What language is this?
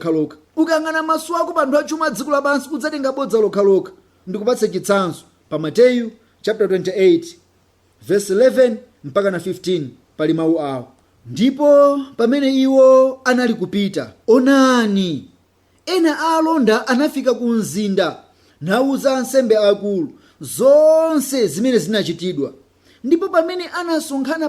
Nyanja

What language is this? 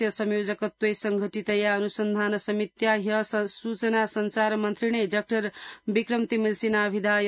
Sanskrit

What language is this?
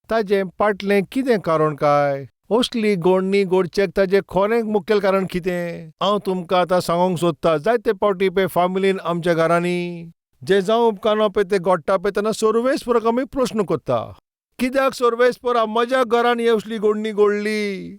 Konkani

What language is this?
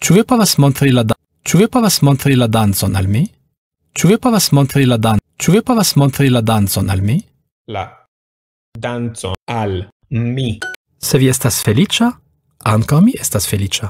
Esperanto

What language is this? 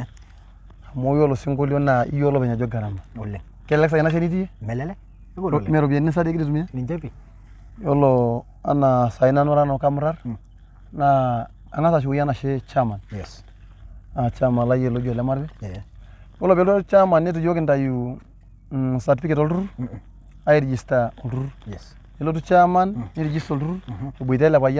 Masai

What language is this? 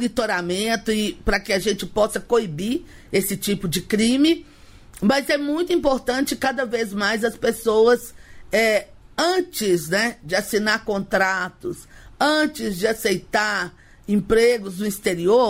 Portuguese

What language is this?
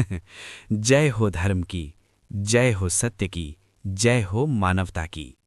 Bhojpuri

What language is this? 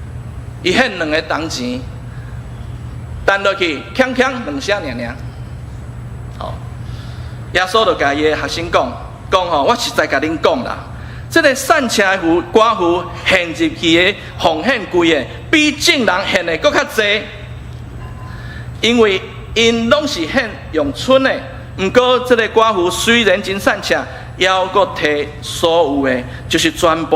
Min Nan Chinese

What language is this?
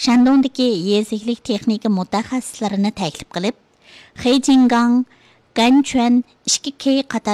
Uyghur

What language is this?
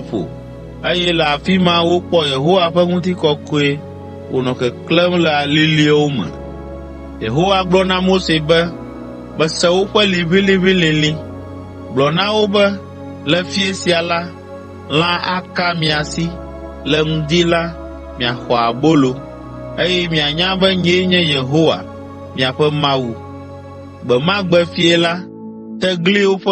Ewe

